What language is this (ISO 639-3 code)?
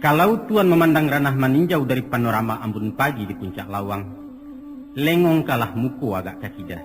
min